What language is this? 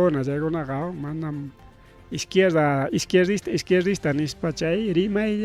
Ayacucho Quechua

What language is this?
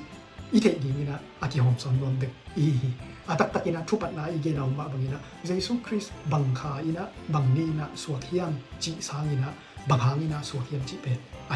Tedim Chin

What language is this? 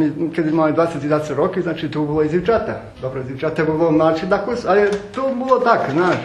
Rusyn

